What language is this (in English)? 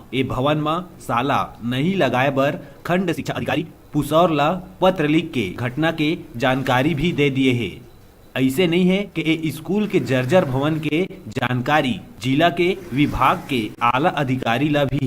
Chhattisgarhi